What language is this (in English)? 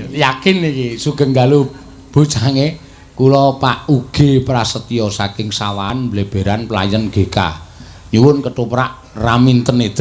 Javanese